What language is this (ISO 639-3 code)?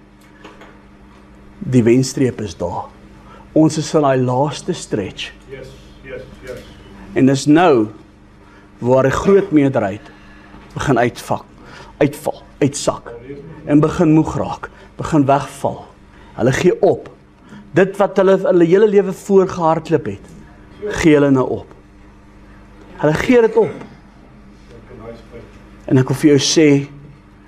afr